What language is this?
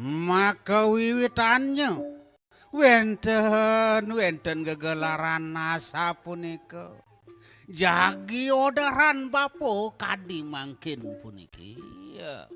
Balinese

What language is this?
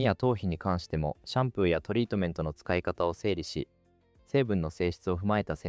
Japanese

